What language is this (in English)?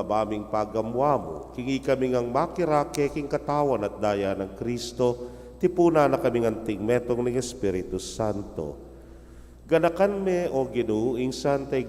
Pampanga